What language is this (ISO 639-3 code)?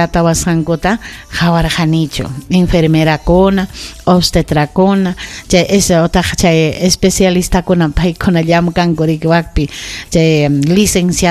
quy